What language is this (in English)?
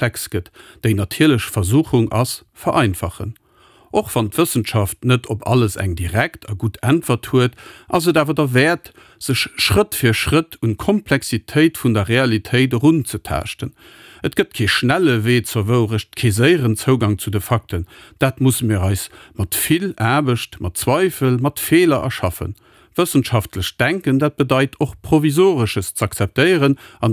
Luxembourgish